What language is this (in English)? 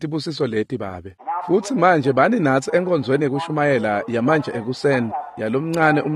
Swati